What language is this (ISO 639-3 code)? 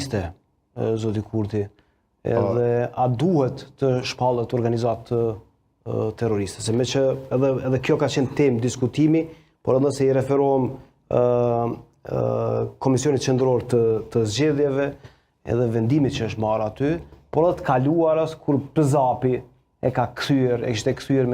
sqi